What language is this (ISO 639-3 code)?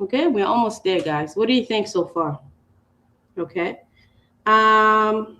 ach